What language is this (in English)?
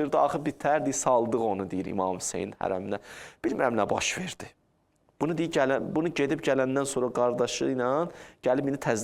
Azerbaijani